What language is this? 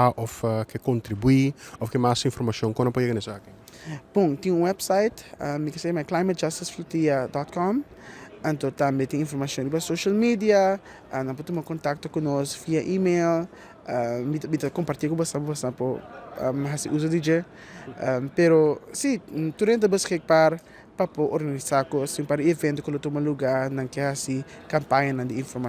Papiamento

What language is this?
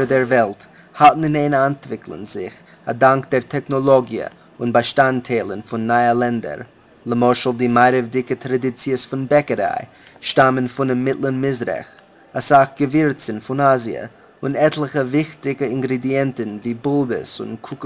Yiddish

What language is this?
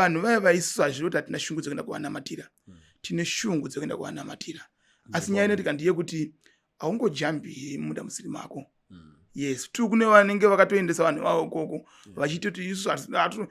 Shona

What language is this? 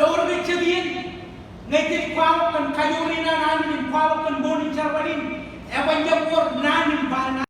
Marshallese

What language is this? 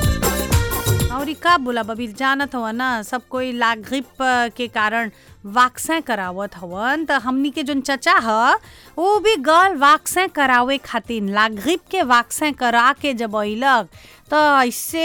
Bhojpuri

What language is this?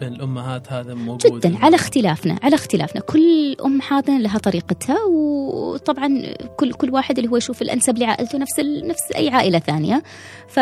Gulf Arabic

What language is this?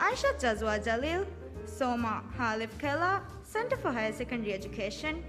Divehi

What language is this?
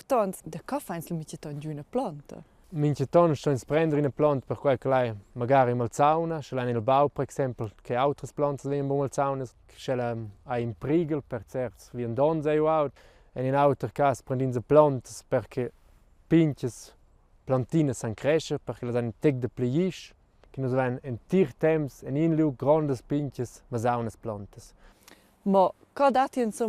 Romansh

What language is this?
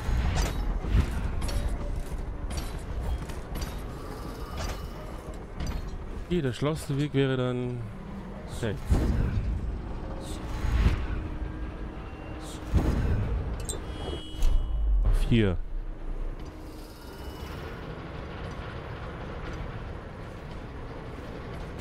German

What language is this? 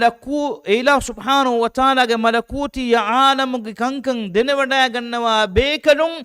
Divehi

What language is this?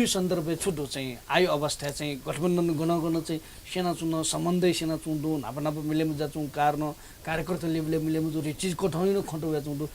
Newari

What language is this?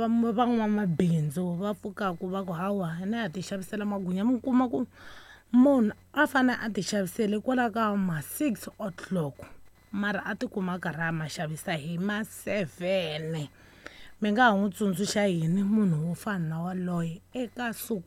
Tsonga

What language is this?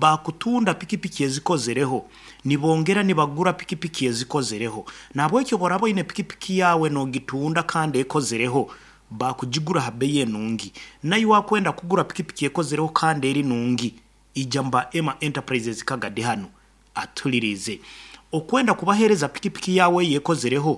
Nyoro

